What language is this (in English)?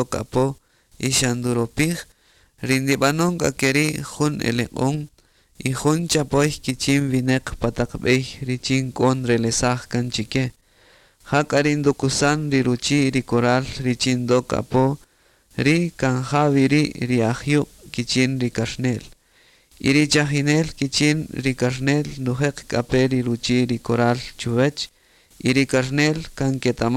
Kaqchikel